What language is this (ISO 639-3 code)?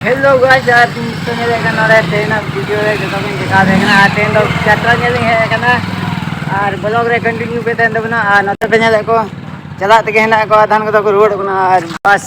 sat